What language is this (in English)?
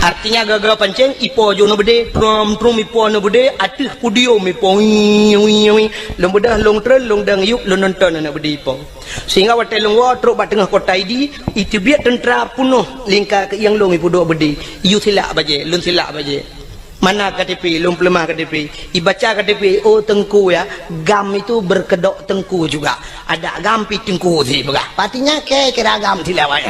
Achinese